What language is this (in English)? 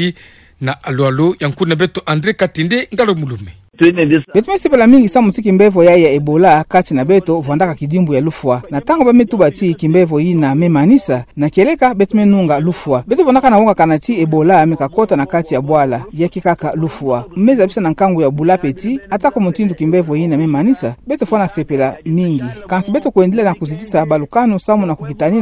Kituba (Democratic Republic of Congo)